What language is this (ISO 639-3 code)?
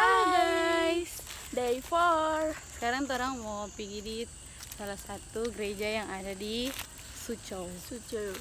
xmm